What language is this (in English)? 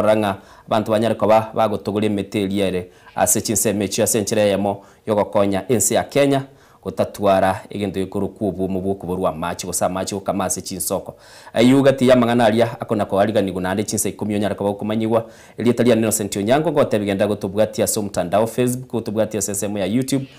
Gusii